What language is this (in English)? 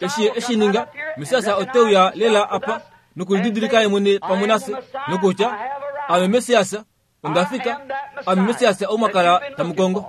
Kuanyama